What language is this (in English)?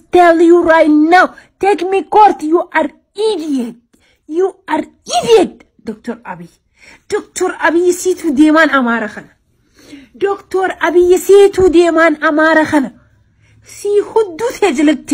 Oromo